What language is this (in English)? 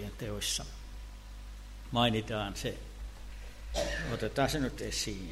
Finnish